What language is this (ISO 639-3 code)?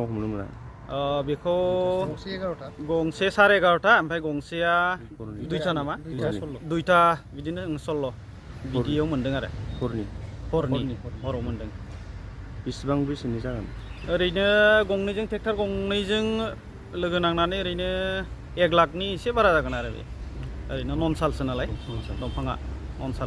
brx